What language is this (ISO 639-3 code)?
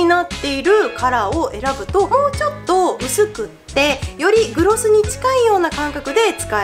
jpn